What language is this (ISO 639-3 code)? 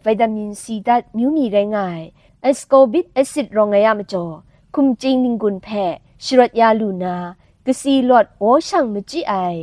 kac